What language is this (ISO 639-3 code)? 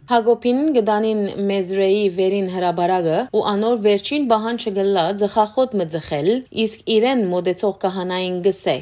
hyw